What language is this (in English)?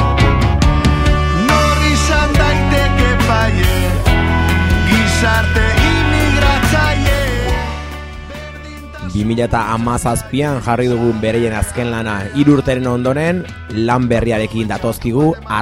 Basque